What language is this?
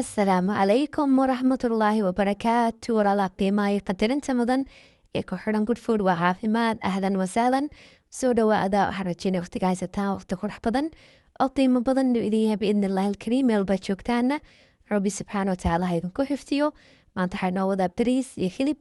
Somali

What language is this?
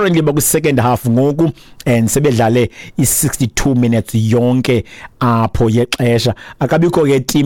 Xhosa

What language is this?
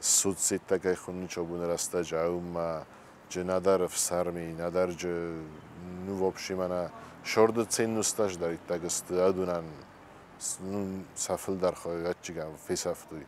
Ossetic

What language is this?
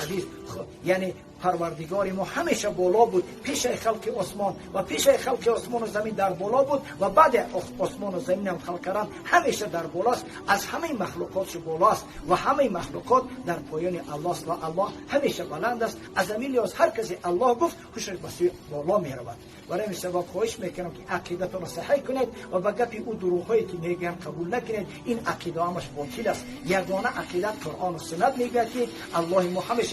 Persian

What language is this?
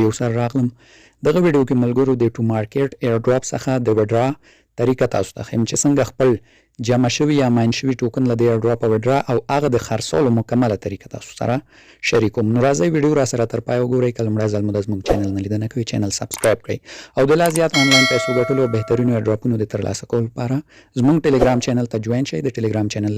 Pashto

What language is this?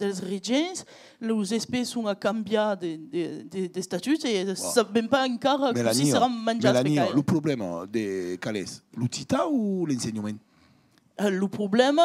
Occitan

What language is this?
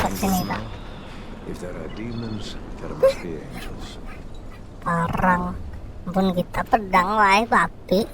Banjar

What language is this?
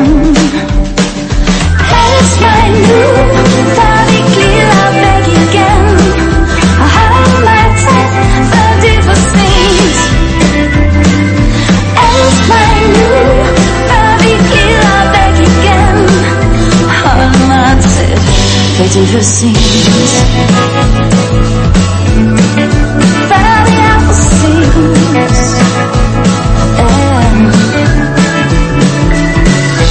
Danish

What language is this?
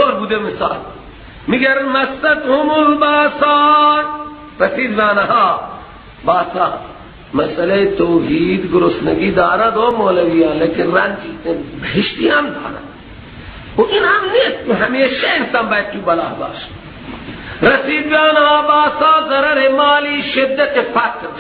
Persian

